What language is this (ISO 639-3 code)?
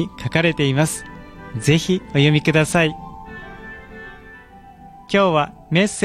jpn